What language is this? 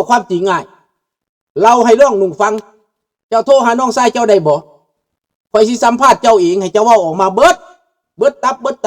Lao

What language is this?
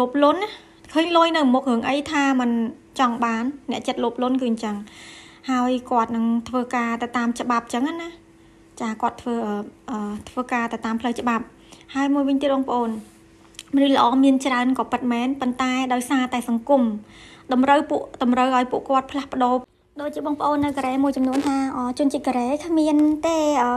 Khmer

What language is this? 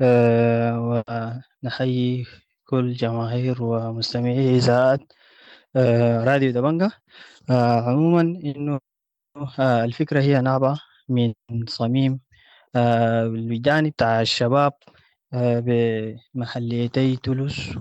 Sudanese Arabic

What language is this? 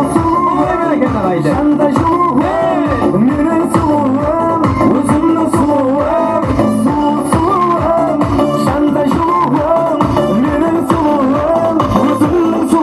Kara-Kalpak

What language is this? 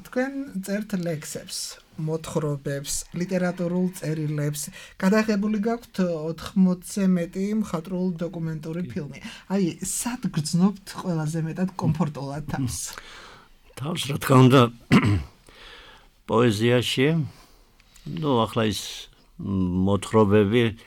Georgian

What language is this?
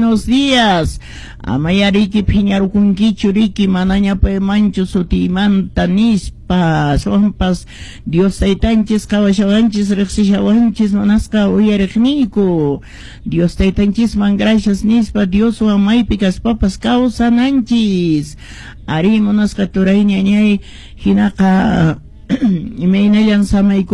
Quechua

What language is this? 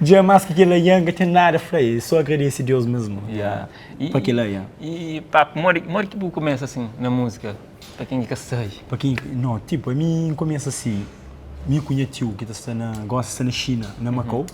Kabuverdianu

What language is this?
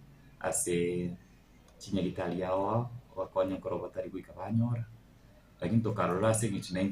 Gusii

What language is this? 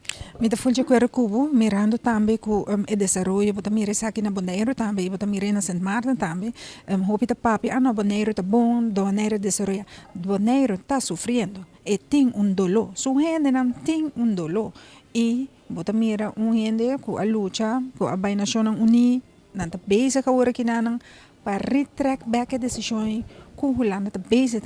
Papiamento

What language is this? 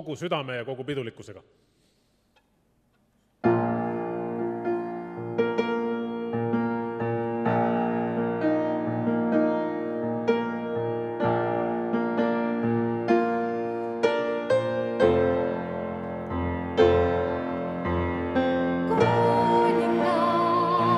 Estonian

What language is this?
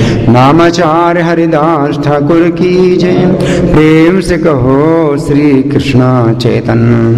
Hindi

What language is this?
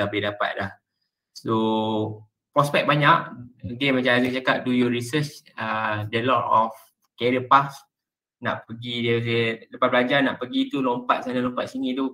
Malay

